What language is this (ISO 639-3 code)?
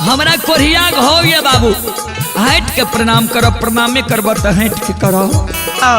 mai